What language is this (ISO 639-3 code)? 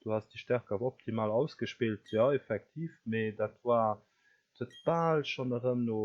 ltz